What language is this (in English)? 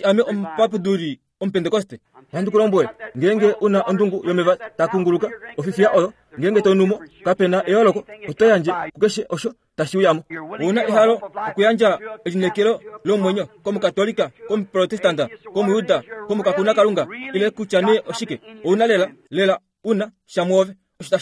Kuanyama